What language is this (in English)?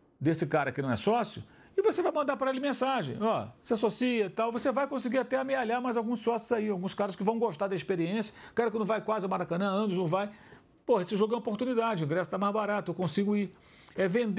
Portuguese